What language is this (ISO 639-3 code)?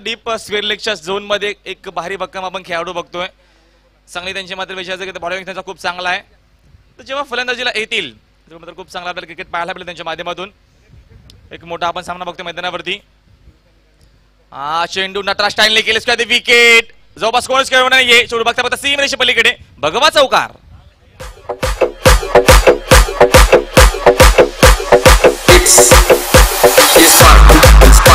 mar